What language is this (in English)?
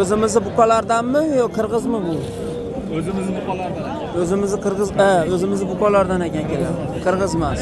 Uzbek